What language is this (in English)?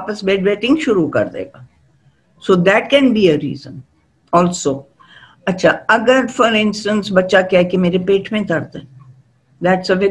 Urdu